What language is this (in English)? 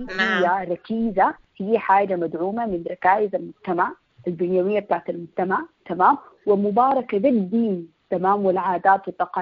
Sudanese Arabic